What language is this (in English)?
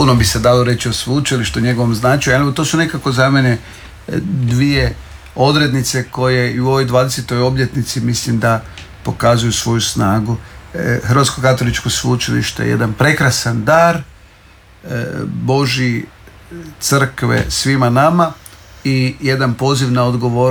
Croatian